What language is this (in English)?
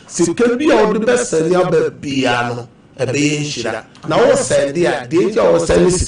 Akan